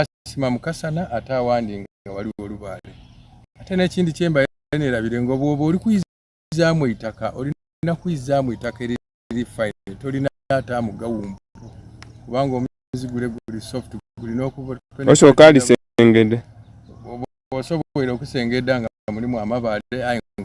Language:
Soga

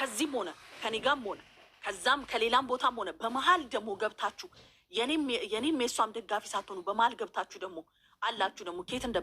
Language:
Amharic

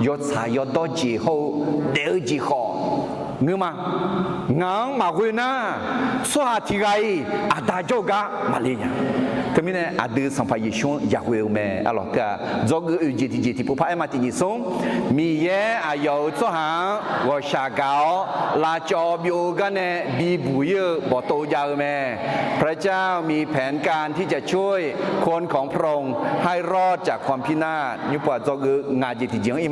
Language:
Akha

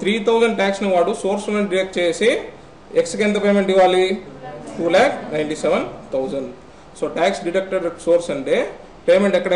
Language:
Telugu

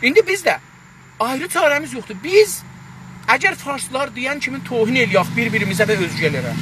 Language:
South Azerbaijani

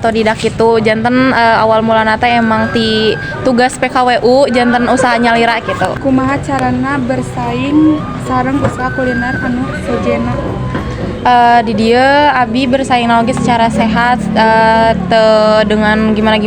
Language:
Sundanese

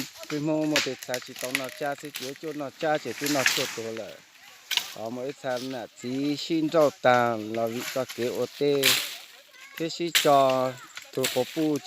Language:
Hmong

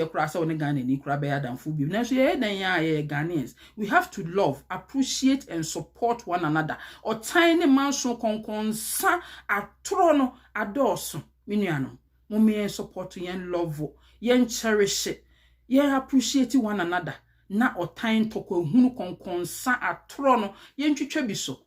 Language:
Akan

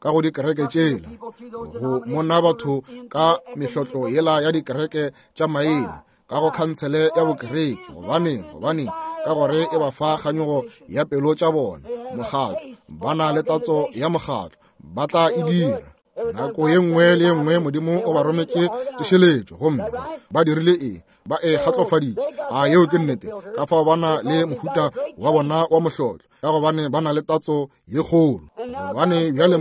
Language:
Northern Sotho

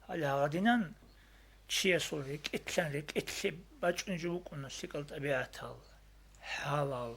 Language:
Avaric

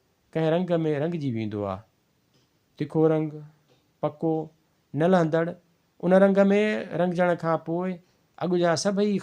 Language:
Sindhi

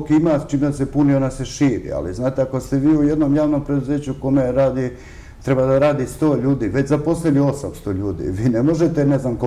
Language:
Serbian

